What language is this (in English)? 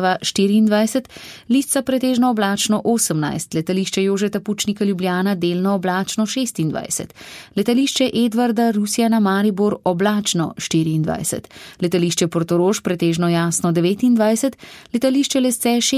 Slovenian